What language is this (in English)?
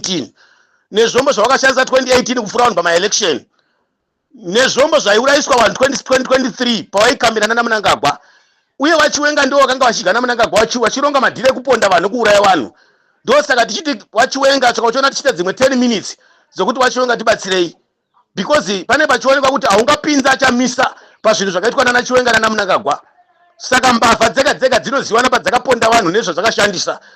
Shona